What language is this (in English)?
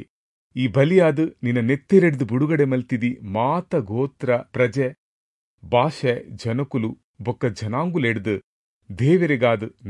Tulu